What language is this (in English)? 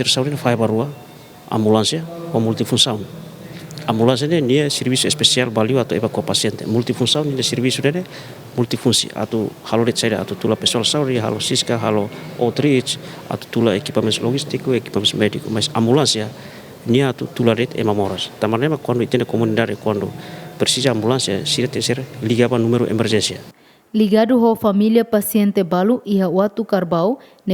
Tetum